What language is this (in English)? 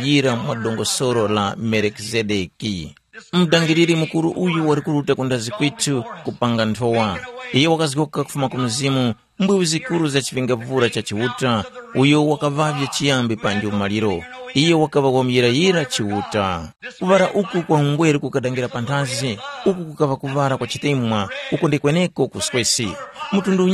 Tumbuka